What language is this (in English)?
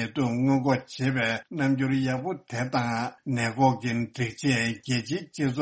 Tibetan